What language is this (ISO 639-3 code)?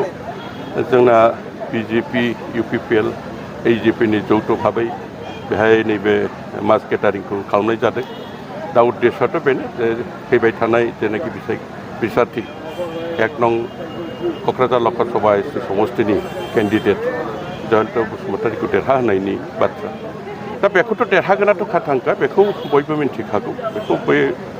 brx